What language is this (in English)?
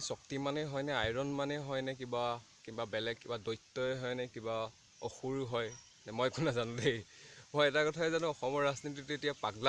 Assamese